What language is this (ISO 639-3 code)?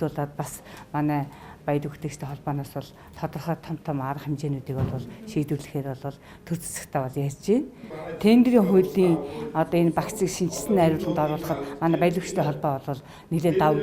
mon